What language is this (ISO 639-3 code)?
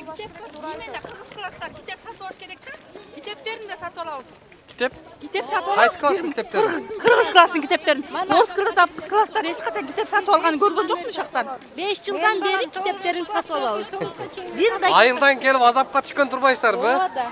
kir